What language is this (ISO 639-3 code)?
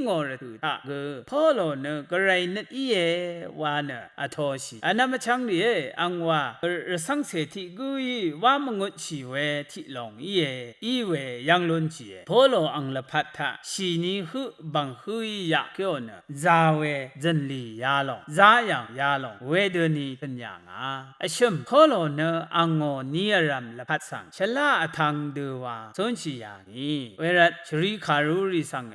raw